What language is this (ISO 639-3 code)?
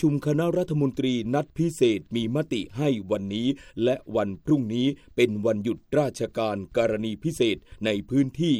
tha